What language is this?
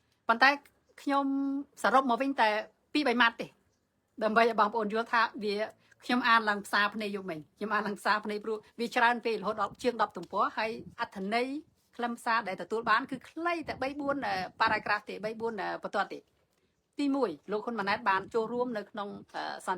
Khmer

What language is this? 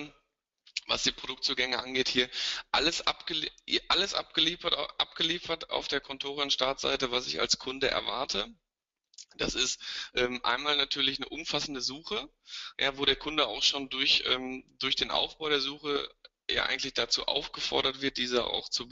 German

